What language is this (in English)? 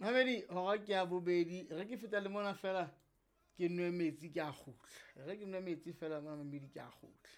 Southern Sotho